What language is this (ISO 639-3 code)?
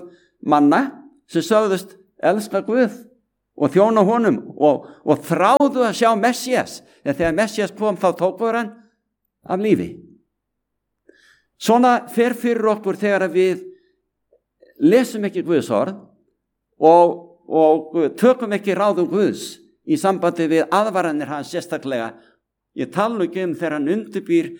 isl